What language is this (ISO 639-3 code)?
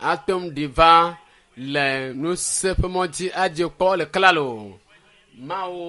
ewe